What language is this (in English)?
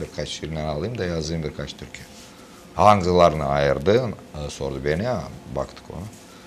Gagauz